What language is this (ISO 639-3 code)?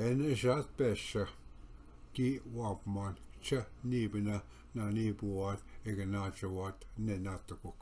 oji